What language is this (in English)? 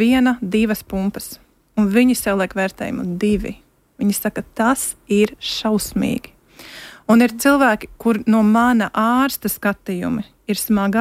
Latvian